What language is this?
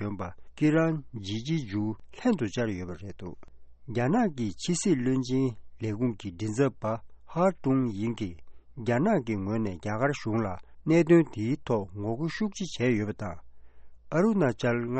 Tibetan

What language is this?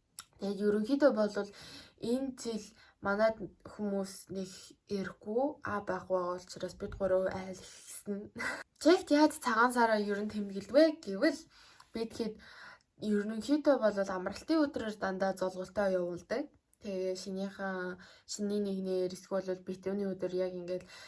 Mongolian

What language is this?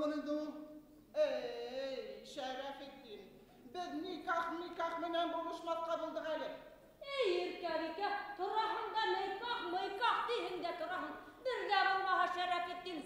Bashkir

